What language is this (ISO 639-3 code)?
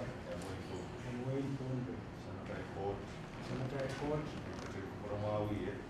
pon